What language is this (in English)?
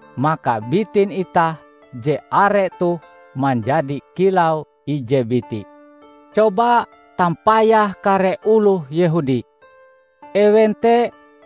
Ngaju